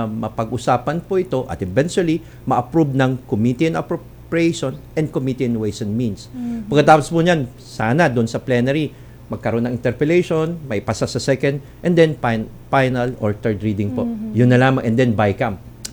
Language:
Filipino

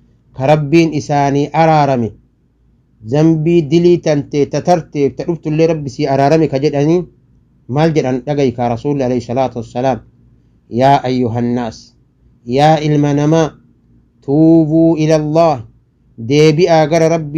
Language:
Oromo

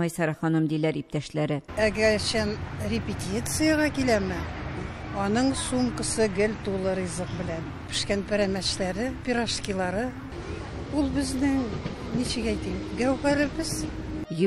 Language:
Tatar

